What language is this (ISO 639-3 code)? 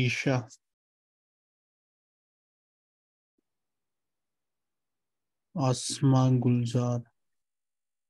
urd